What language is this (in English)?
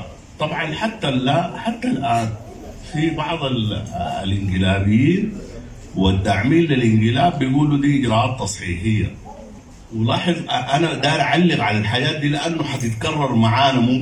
Sudanese Arabic